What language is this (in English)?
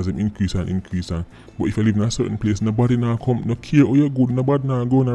Jamaican Creole English